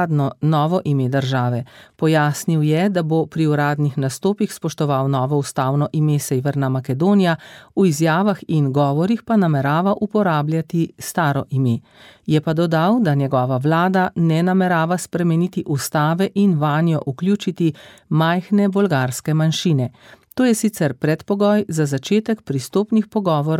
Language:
Slovenian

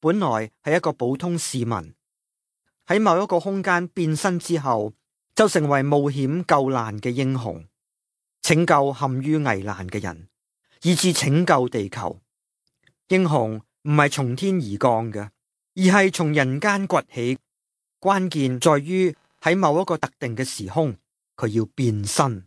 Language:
Cantonese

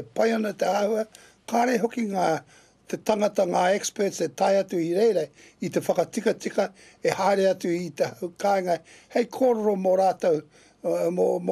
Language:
Māori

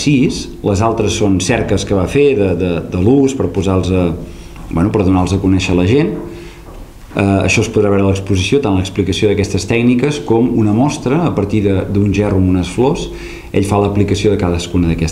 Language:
Catalan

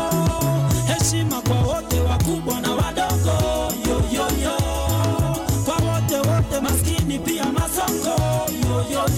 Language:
Swahili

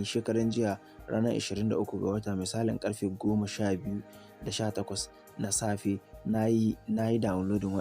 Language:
Hausa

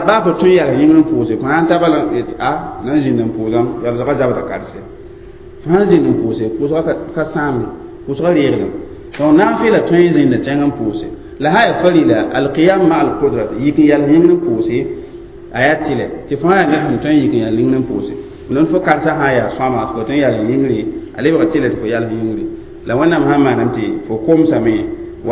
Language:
Mossi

